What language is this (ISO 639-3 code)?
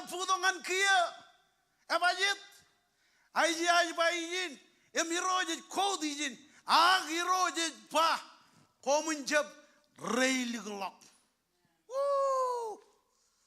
mah